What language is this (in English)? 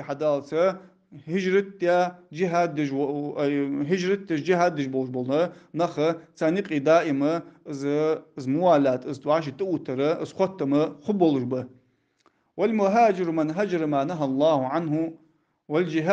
Ingush